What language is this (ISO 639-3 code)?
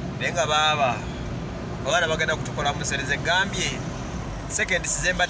lug